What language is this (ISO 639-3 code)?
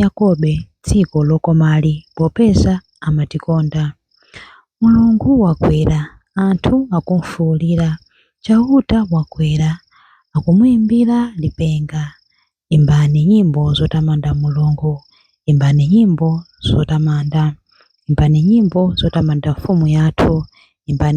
nya